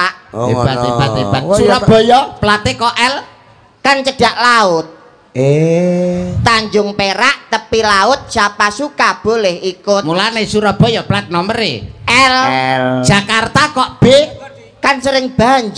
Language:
Javanese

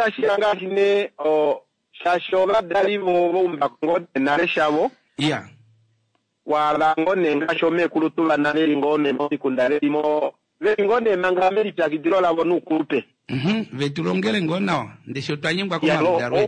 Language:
Kuanyama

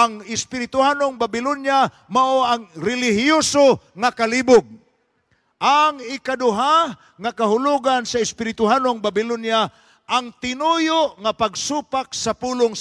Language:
Cebuano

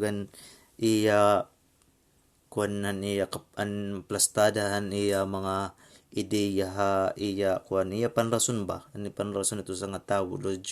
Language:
Waray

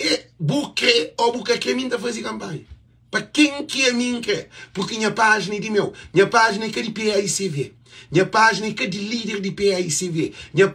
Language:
Kabuverdianu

